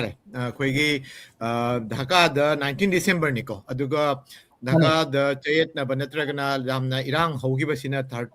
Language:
Manipuri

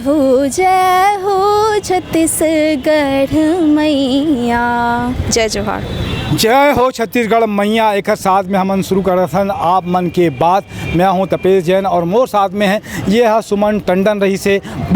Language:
Chhattisgarhi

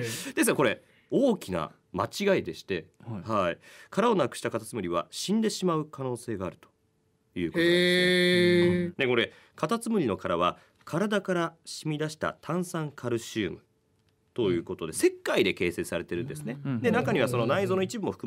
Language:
Japanese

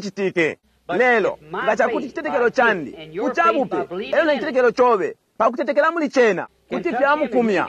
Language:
Bemba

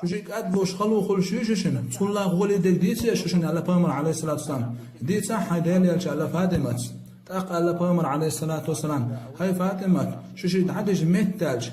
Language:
Chechen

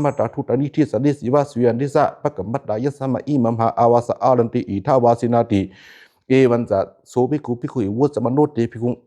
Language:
Pali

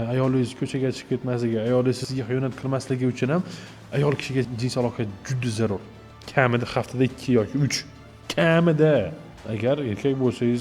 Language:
Uzbek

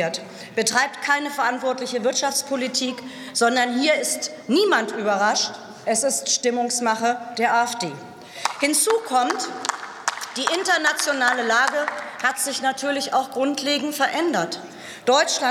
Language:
German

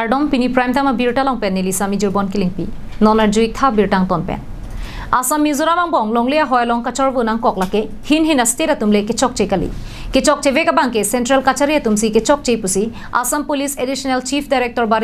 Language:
Karbi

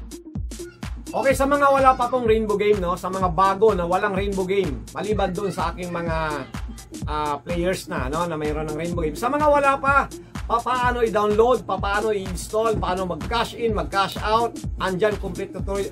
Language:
Filipino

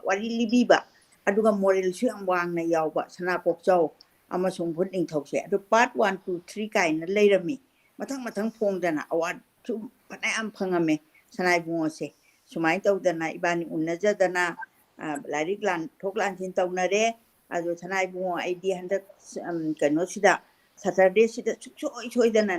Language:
Manipuri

